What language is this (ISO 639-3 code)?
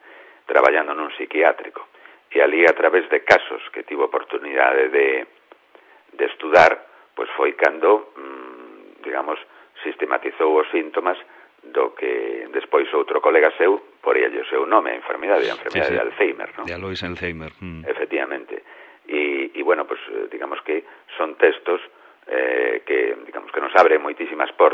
glg